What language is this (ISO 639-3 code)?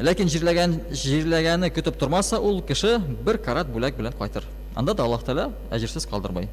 tat